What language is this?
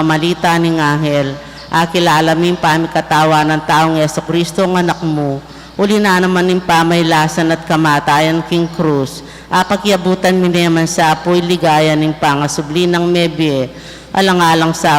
Pampanga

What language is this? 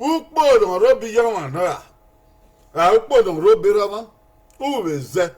Bini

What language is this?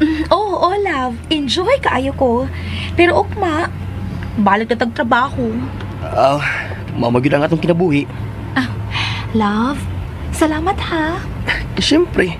Cebuano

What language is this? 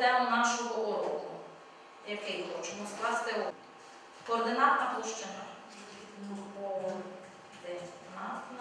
Ukrainian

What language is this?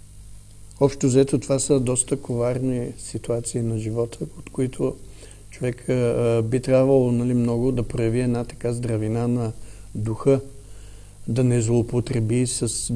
Bulgarian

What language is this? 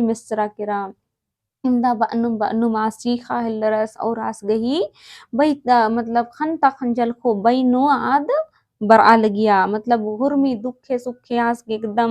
Kurukh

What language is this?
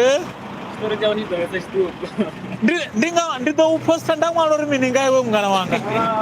Venda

